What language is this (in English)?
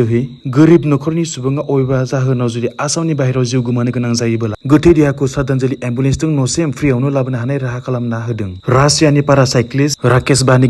Bodo